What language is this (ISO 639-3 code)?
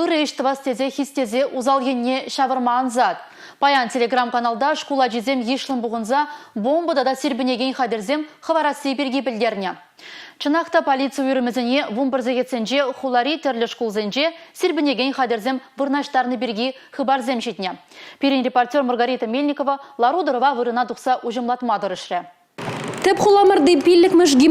chv